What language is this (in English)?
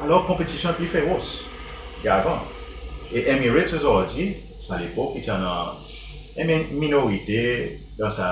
Seselwa Creole French